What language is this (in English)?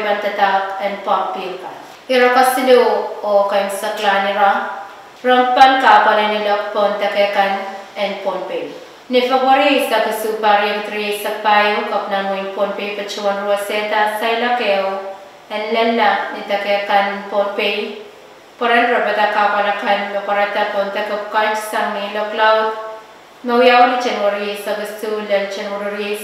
Pohnpeian